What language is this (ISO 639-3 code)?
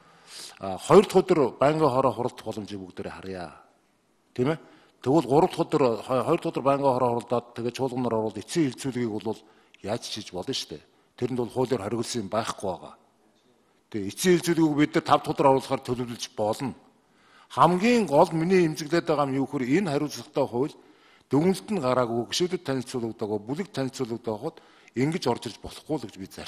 mon